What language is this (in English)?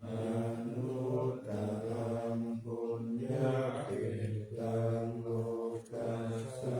Pali